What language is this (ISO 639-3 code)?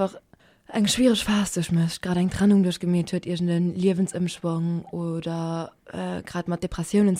ltz